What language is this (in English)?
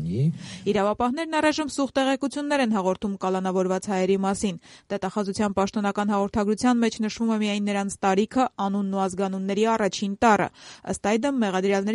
Armenian